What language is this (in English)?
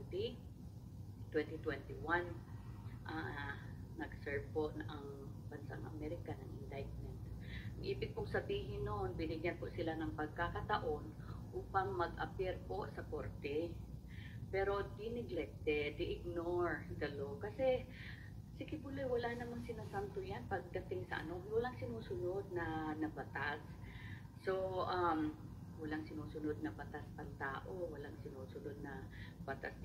Filipino